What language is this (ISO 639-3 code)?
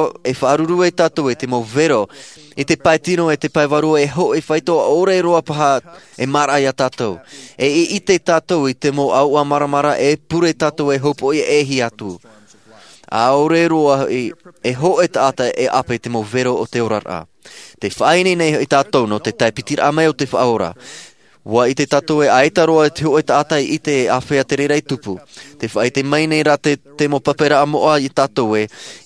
tah